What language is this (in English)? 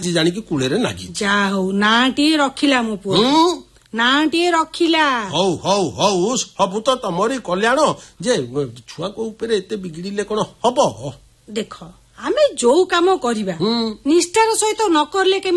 Odia